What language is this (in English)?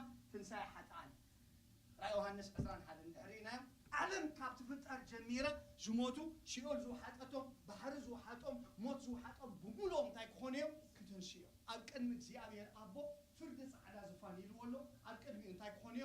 Tigrinya